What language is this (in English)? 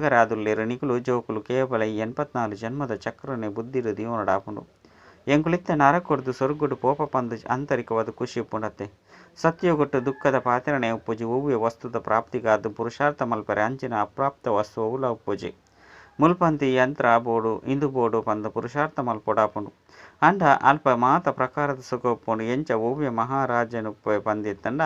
Tulu